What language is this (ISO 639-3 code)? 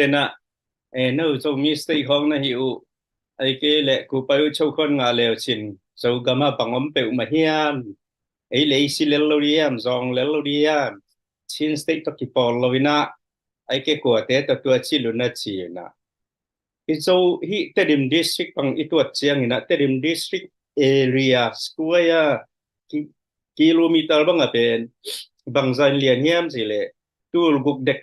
ctd